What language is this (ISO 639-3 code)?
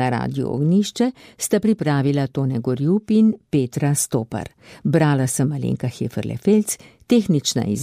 slv